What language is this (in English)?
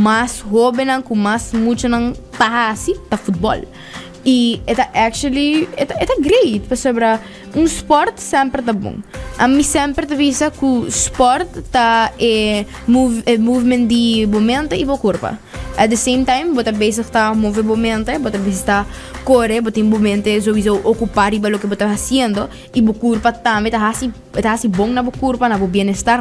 Papiamento